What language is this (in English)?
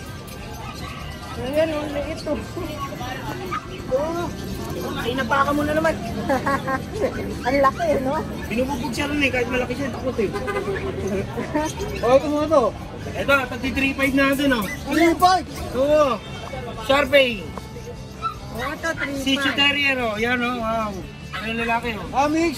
Filipino